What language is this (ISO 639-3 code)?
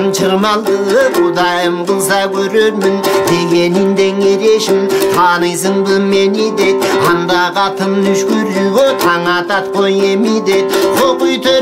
kir